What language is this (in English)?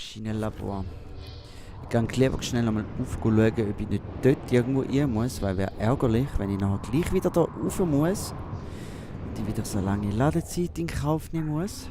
Swiss German